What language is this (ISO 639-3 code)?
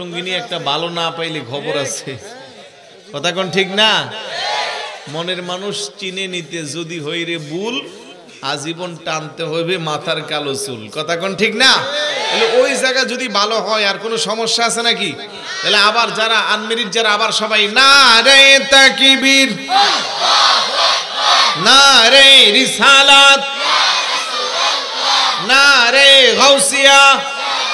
ben